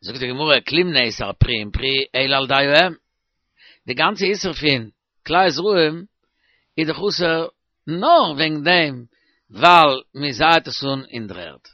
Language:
Yiddish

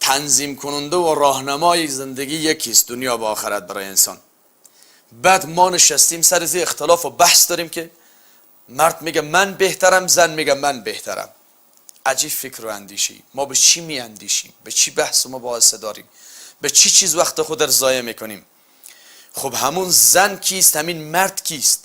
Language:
Tajik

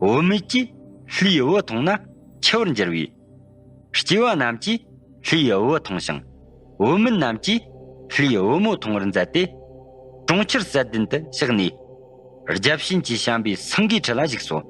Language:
Tibetan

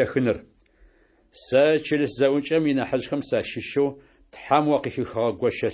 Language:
Adyghe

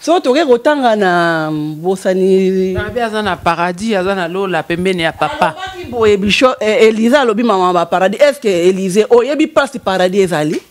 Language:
Lingala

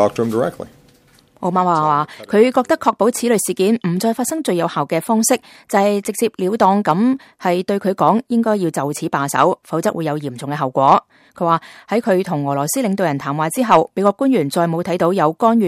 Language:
Cantonese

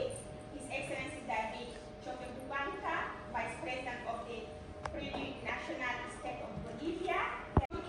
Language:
Achinese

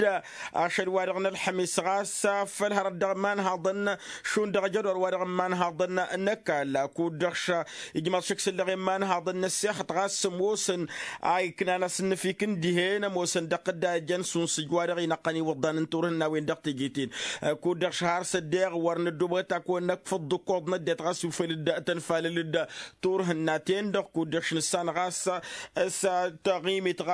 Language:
Tamasheq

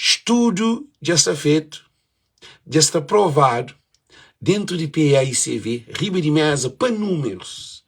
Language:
Kabuverdianu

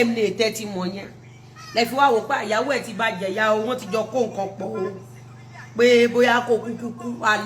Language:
Yoruba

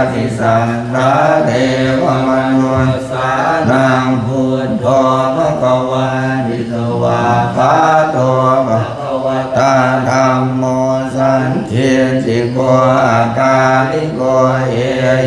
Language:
Pali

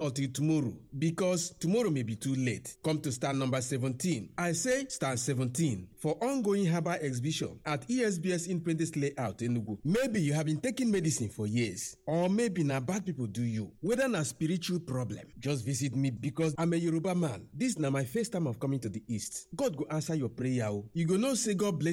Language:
Nigerian Pidgin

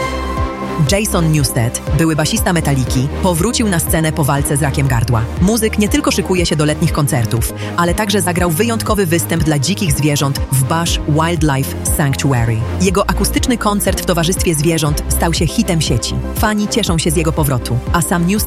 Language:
Polish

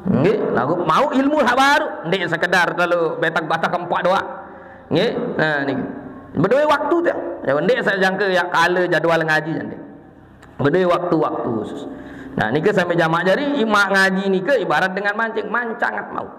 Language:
Sasak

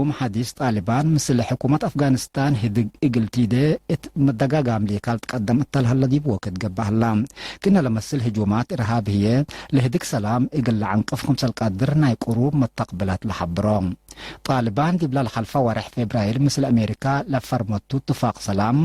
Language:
Tigre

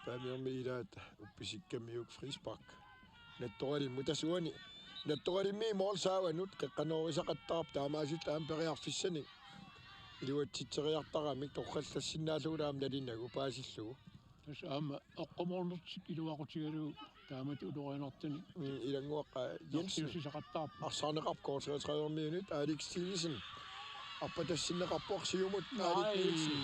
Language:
Kalaallisut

